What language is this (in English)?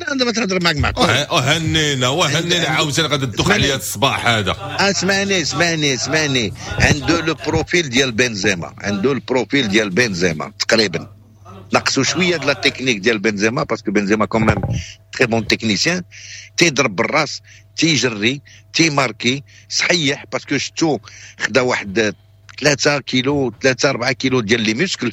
Moroccan Arabic